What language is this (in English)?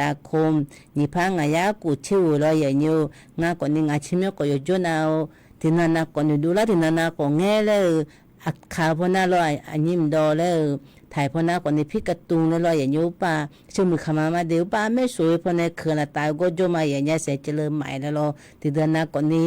Akha